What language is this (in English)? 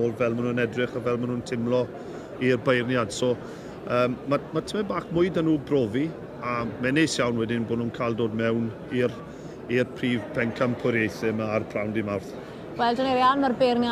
Welsh